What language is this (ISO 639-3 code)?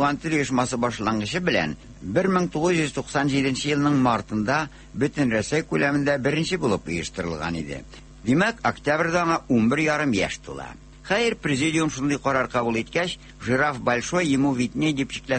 tat